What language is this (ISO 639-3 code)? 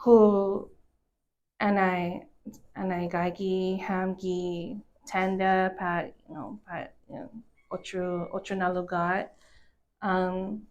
cha